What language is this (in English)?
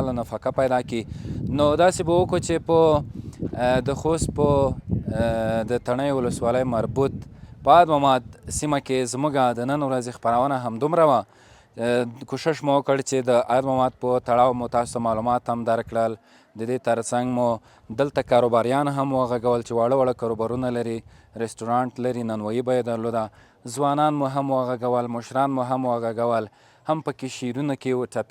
Pashto